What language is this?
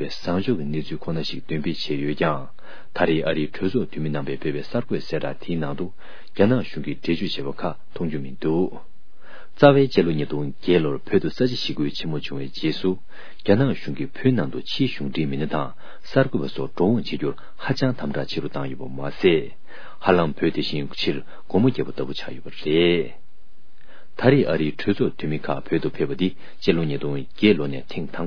Tibetan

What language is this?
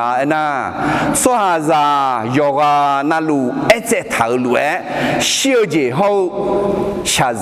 Akha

